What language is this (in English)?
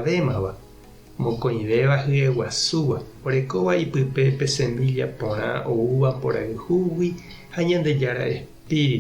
Guarani